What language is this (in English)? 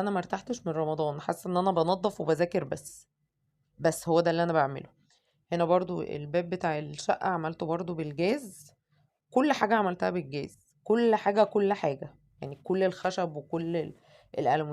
Egyptian Arabic